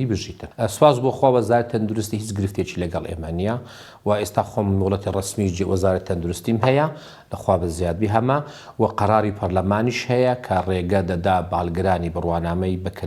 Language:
Central Kurdish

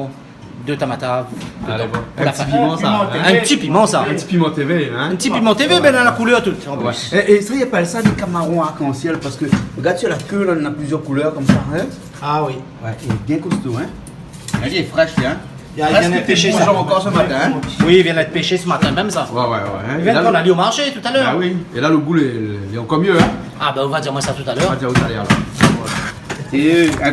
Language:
Réunion Creole French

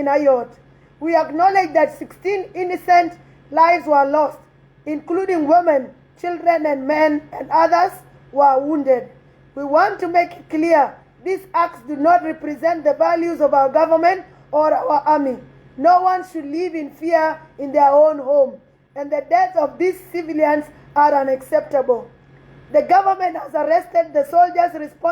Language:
Nuer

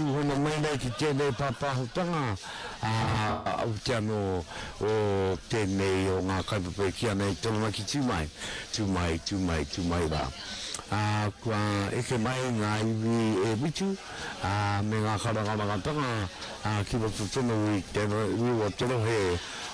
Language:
Māori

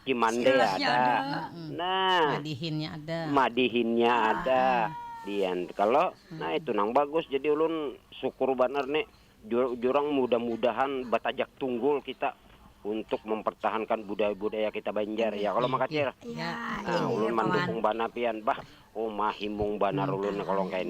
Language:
Banjar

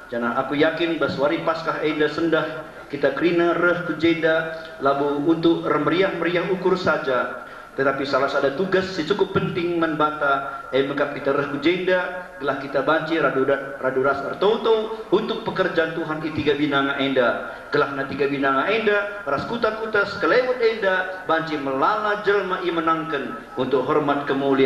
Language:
Batak Karo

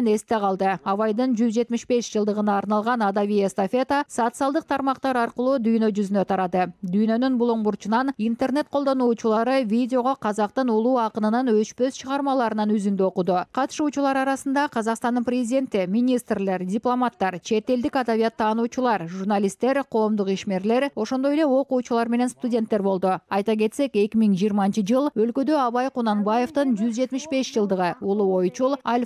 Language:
Kyrgyz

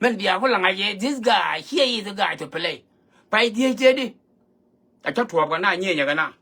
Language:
Nuer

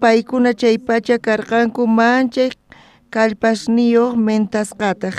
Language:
South Bolivian Quechua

